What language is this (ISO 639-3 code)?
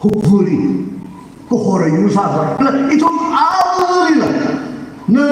nmf